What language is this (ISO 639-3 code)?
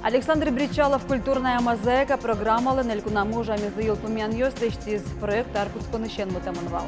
udm